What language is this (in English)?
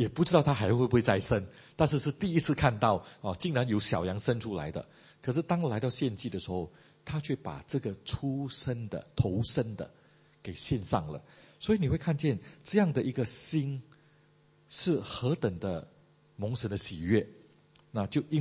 Chinese